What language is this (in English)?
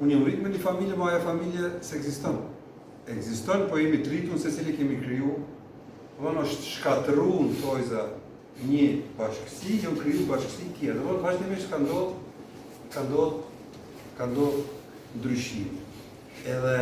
Albanian